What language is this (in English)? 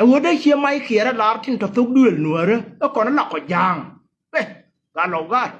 Nuer